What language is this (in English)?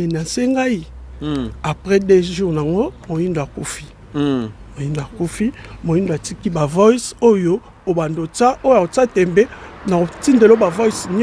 Lingala